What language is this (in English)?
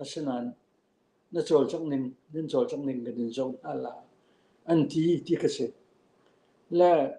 Falam Chin